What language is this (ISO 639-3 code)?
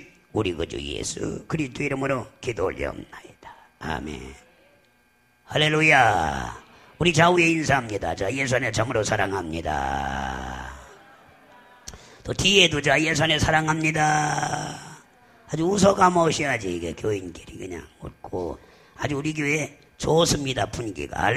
kor